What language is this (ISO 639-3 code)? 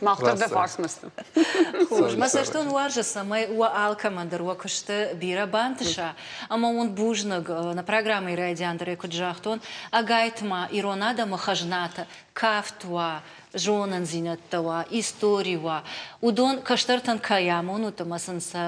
oss